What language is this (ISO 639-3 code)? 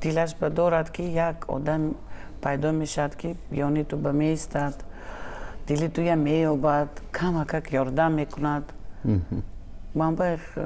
tgk